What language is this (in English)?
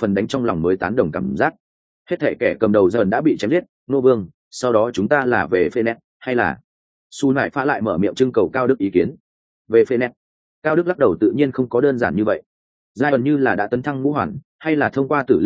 Vietnamese